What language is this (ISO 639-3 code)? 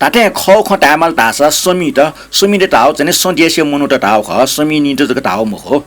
new